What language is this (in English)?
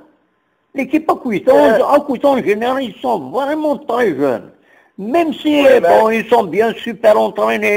Kabyle